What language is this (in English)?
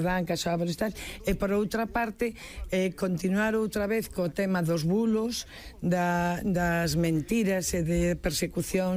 Galician